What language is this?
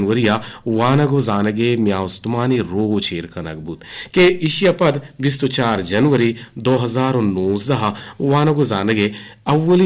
Eastern Balochi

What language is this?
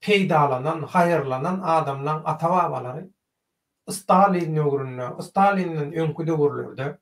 Turkmen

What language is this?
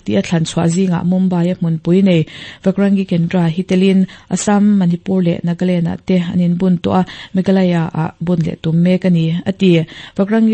Mizo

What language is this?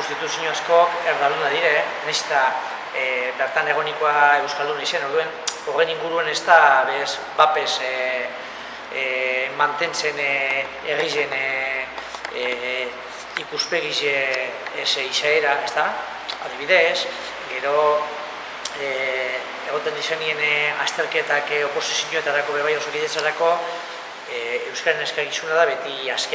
Basque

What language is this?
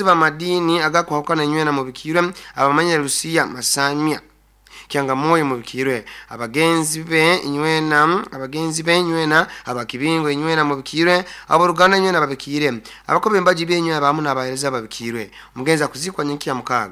Nyoro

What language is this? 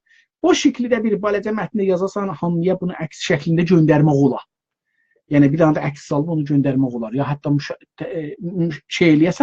South Azerbaijani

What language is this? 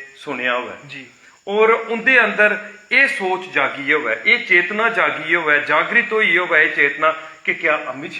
Dogri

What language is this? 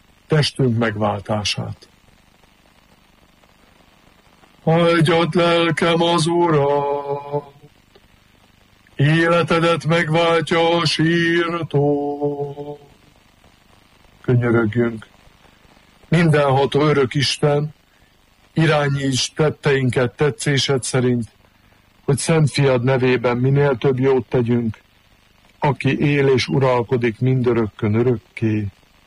Hungarian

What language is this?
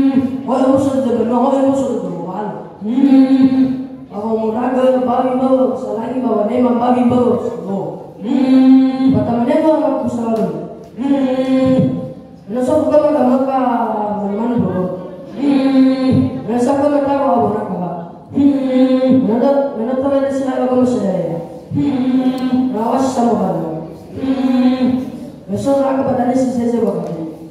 Nias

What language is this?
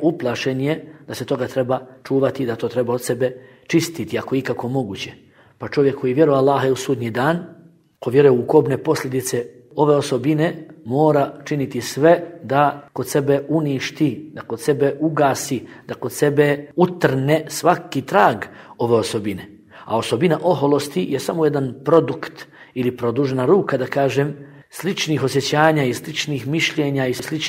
Bosnian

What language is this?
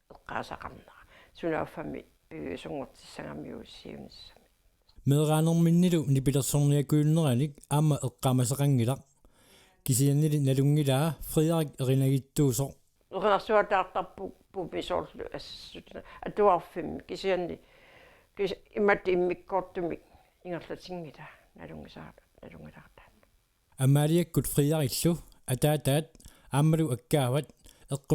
Kalaallisut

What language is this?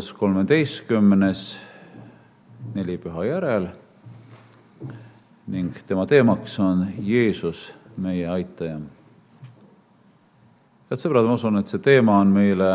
Estonian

